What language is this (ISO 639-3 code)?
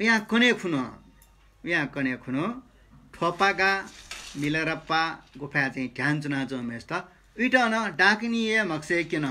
new